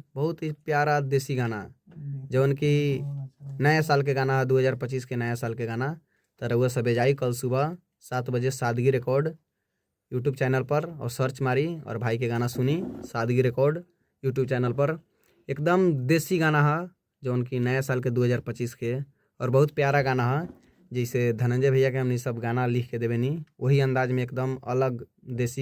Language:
Bhojpuri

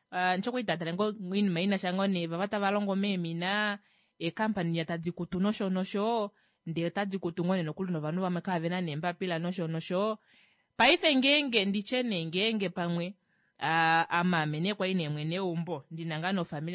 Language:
Kuanyama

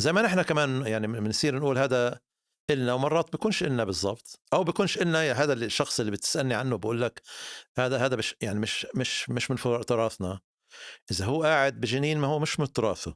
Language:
North Levantine Arabic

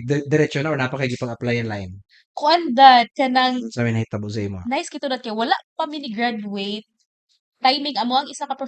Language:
Cebuano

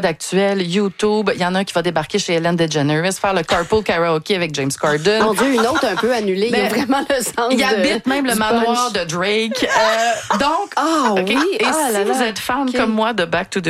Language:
French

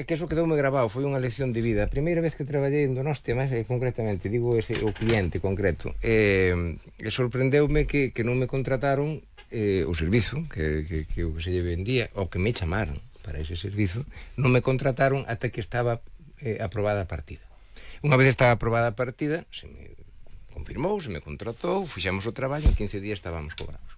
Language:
Galician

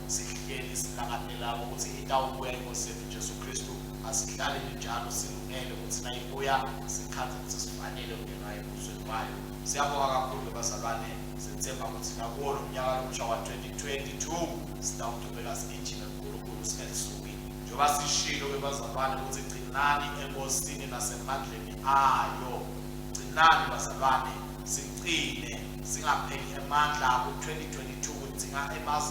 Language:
Swati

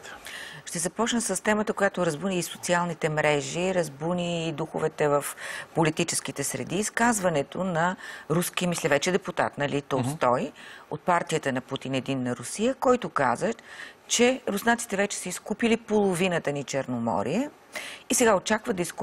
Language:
Bulgarian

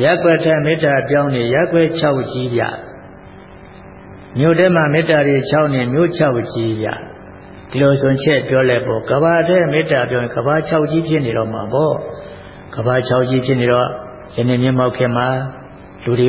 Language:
Burmese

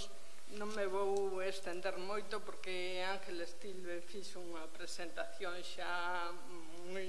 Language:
Galician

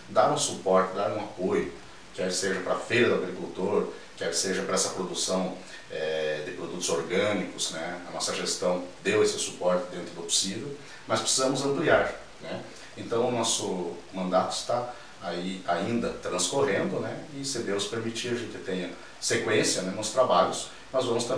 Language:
Portuguese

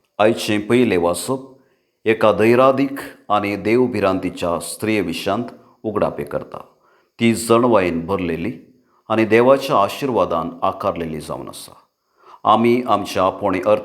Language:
Konkani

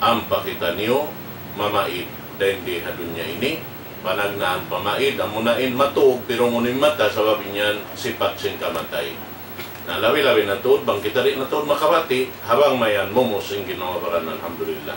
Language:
Tausug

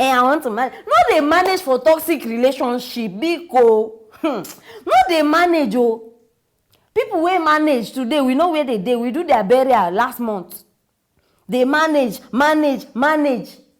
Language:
Nigerian Pidgin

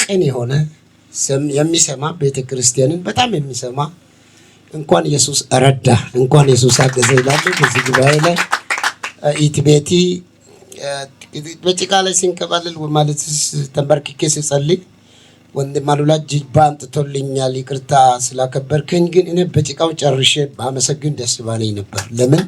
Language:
Amharic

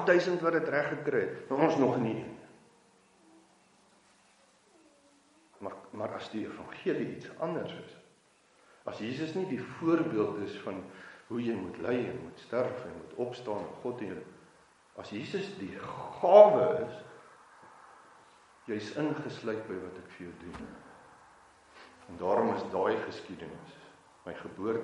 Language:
Afrikaans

